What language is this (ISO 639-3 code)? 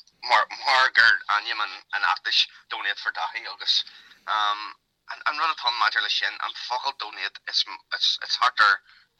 gle